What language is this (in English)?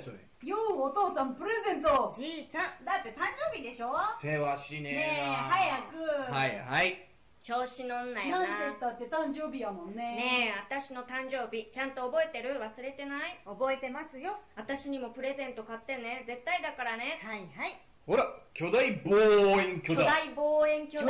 Japanese